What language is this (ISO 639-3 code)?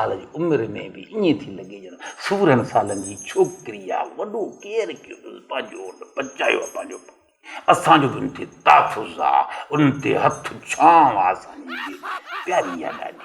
snd